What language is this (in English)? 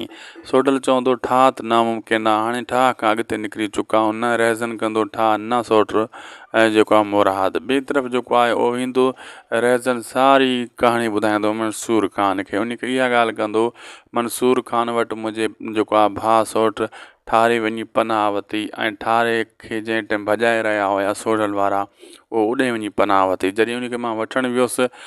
Sindhi